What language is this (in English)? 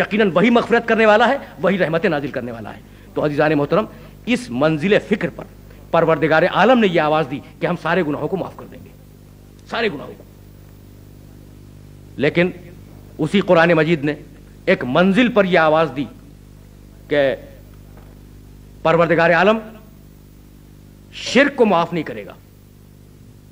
Urdu